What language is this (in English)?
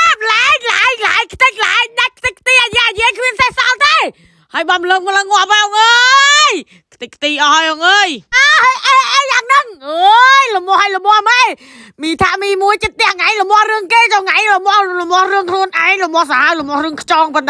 Khmer